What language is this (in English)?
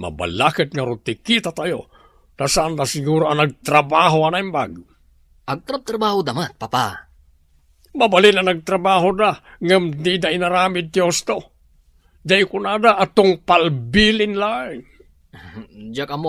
Iloko